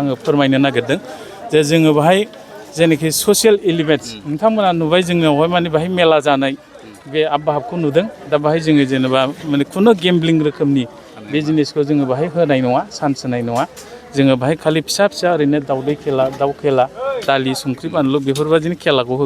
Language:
Bodo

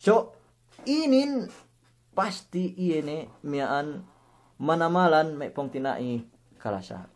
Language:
Yakan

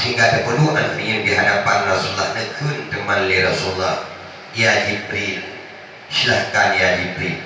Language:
Achinese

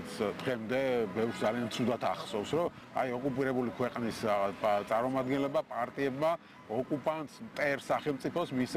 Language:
Georgian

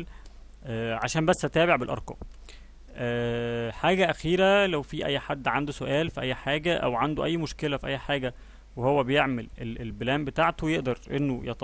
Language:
Egyptian Arabic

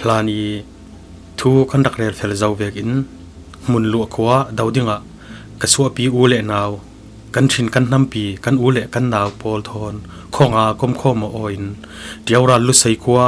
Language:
Falam Chin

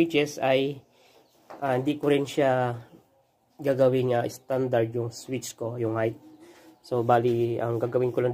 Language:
Filipino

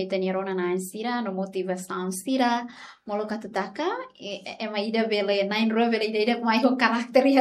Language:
Tetum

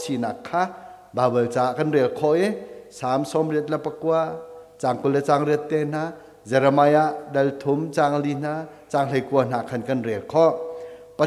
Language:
Hakha Chin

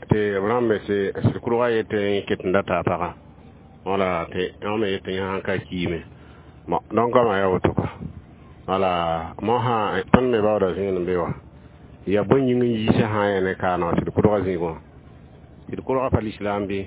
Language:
Mossi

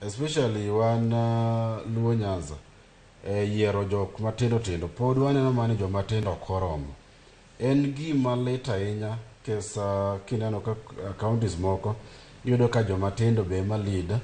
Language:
Luo (Kenya and Tanzania)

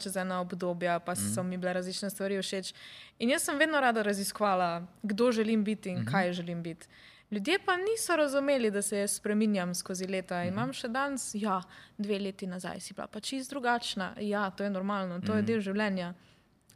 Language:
Slovenian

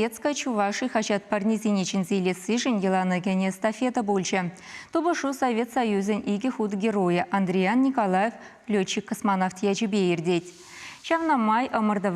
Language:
Chuvash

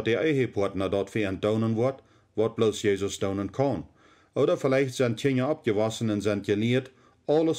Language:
Plautdietsch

